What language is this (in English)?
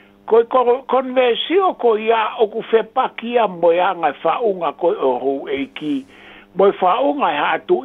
Tongan